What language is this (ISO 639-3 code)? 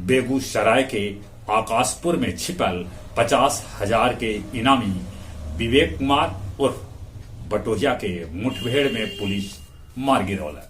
mag